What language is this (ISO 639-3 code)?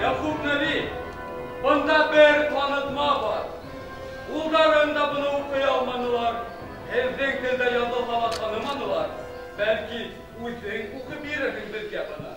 bak